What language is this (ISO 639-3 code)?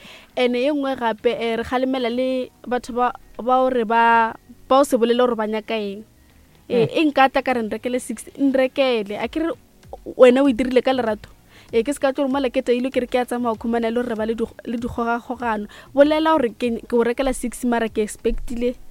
nso